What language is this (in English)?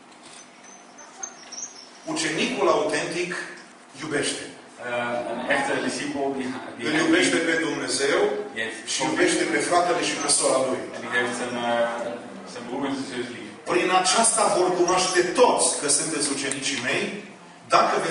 Romanian